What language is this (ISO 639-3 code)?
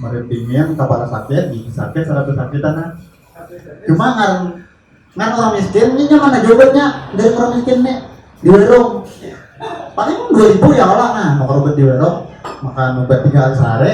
bjn